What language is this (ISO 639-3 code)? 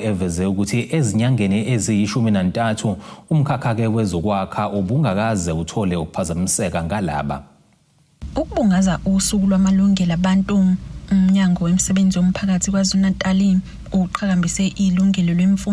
zul